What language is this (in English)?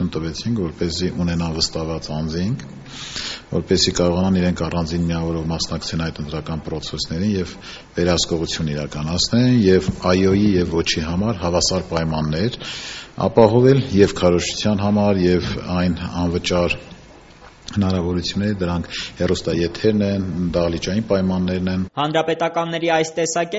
Armenian